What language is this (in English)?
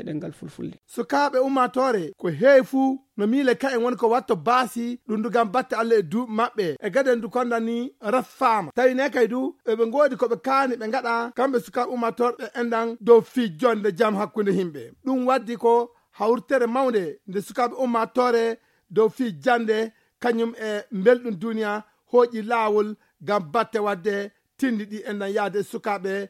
Fula